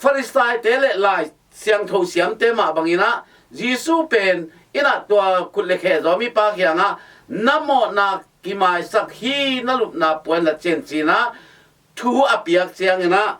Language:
Tedim Chin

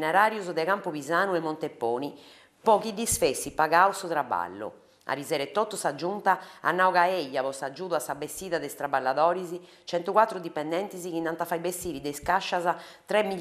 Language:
Sardinian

